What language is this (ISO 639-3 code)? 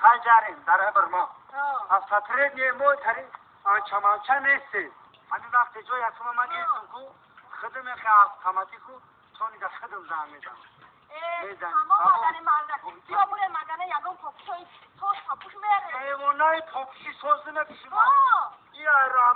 tgk